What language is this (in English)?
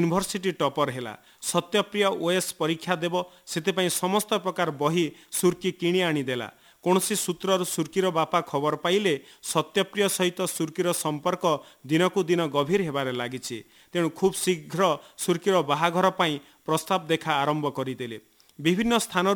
Odia